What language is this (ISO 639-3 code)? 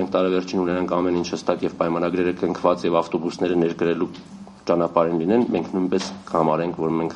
hye